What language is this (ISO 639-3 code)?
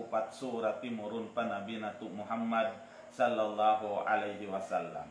tsg